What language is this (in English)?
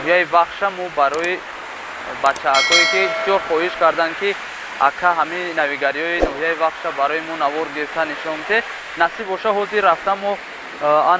Tajik